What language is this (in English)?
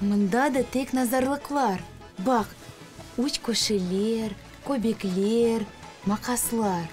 Crimean Tatar